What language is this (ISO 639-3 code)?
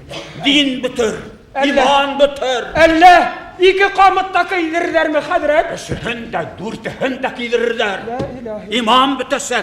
bak